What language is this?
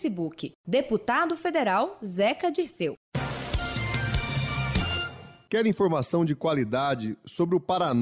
Portuguese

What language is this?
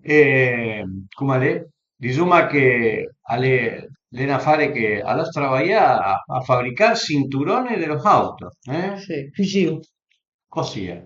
Piedmontese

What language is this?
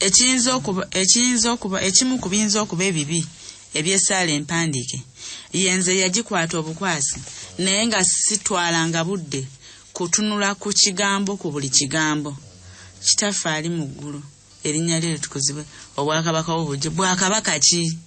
Ganda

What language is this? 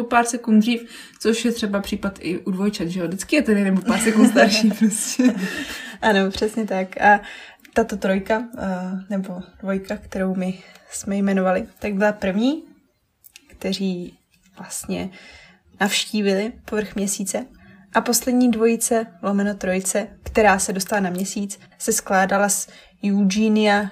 Czech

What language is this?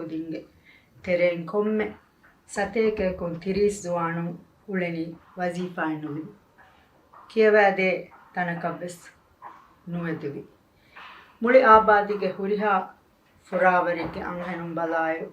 Divehi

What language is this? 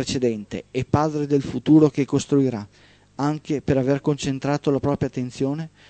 Italian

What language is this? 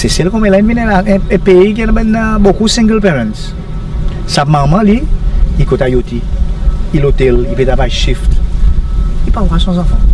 Seselwa Creole French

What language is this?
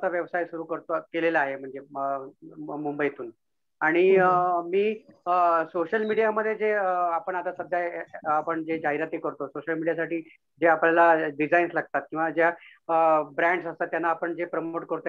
Marathi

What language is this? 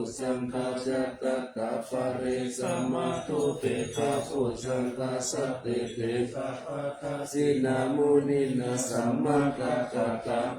Pali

